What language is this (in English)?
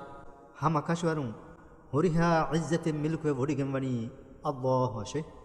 Divehi